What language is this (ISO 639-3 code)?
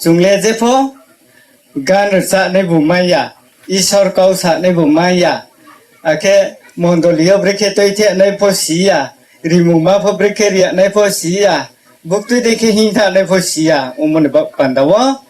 ria